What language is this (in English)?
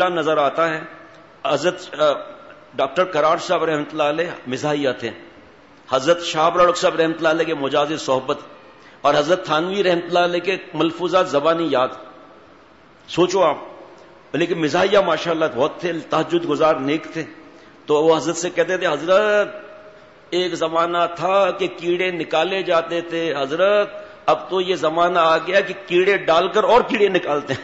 Urdu